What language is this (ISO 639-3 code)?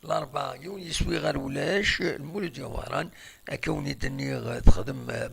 kab